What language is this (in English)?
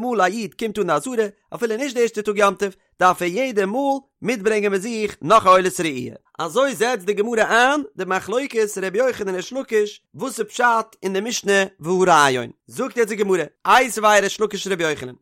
Yiddish